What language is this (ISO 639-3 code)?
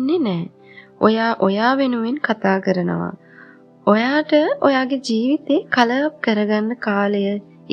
sin